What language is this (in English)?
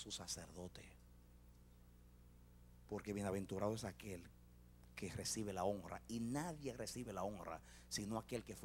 Spanish